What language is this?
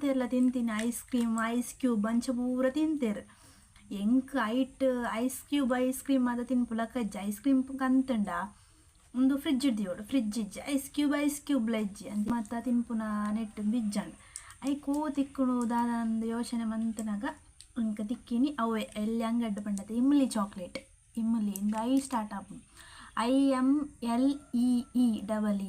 Tulu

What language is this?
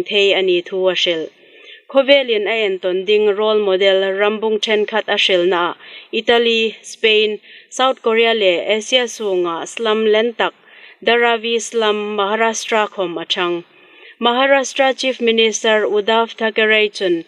Hmar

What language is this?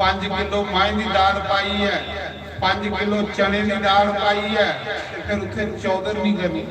Dogri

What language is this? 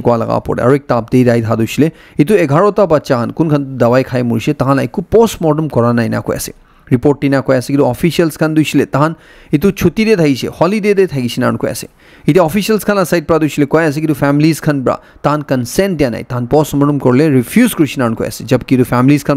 Naga Pidgin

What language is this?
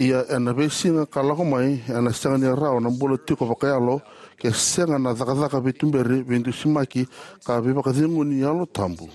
Fijian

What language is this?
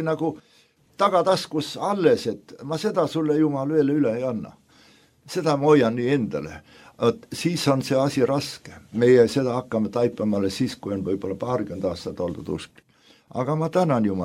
Estonian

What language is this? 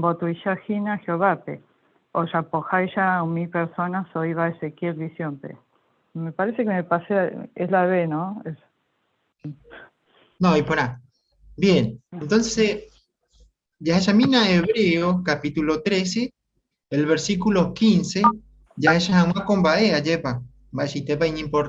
Guarani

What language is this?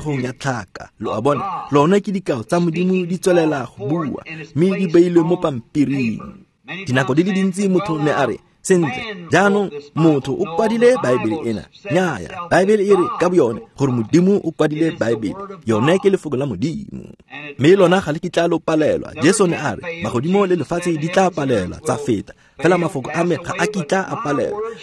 Tswana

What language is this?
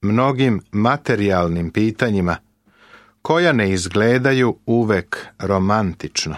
Serbian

